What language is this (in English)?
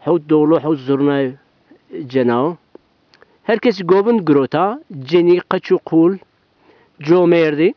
Zaza